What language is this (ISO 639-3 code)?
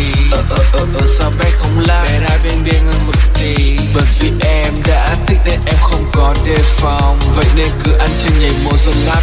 vie